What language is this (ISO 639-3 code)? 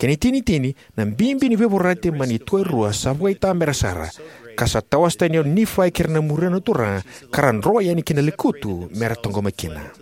fij